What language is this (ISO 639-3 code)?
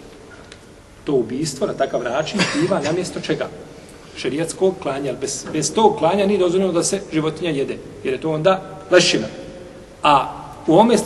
bos